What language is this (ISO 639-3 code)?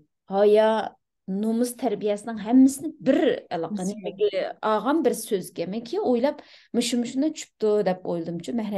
uig